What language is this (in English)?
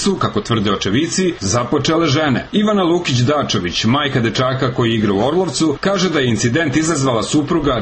Serbian